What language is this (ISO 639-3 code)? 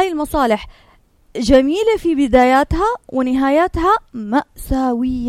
ara